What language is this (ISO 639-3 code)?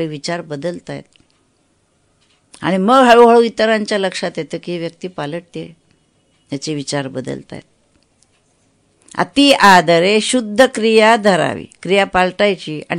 mar